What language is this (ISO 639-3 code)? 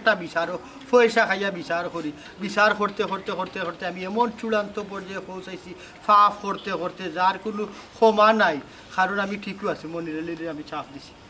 syl